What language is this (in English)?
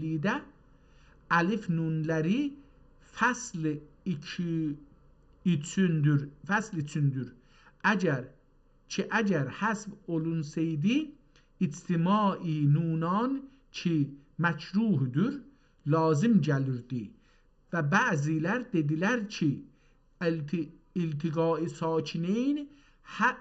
South Azerbaijani